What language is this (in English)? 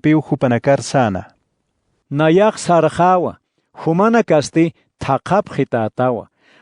Aymara